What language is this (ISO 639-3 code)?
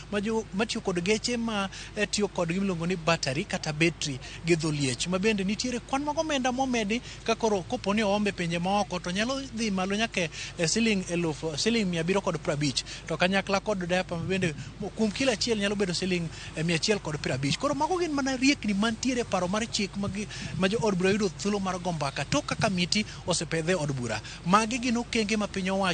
luo